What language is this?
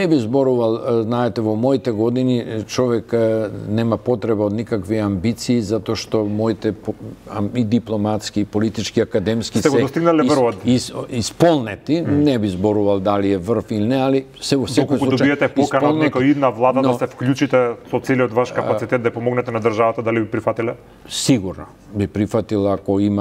Macedonian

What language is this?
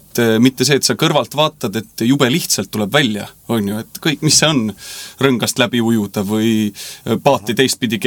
Estonian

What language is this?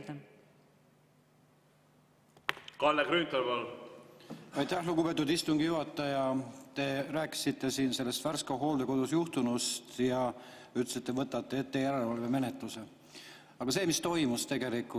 Estonian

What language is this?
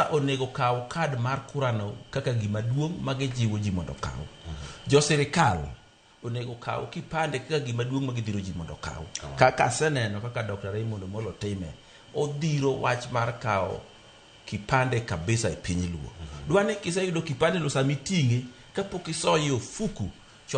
Luo (Kenya and Tanzania)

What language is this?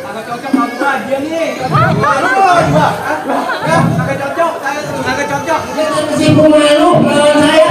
Betawi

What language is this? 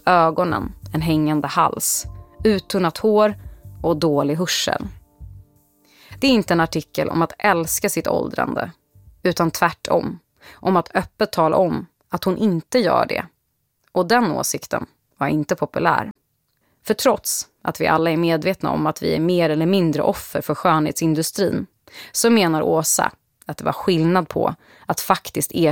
Swedish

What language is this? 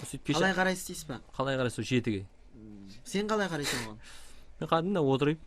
Kara-Kalpak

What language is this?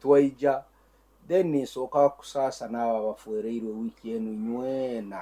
Nyankole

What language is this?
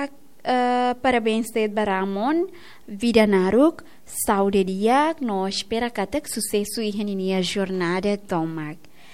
Tetum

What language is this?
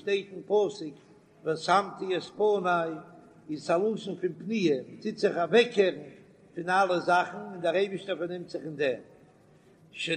Yiddish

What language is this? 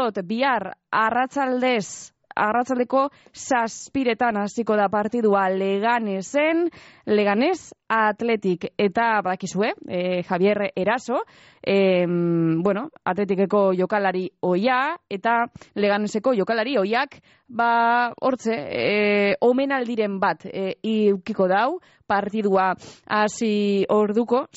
Basque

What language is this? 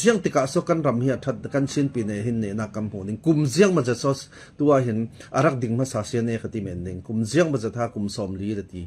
Falam Chin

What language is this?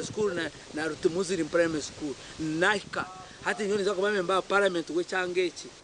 Nyankole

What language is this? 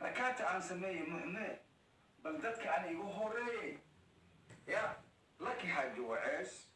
Somali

